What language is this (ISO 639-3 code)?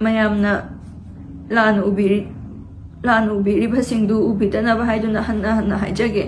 mni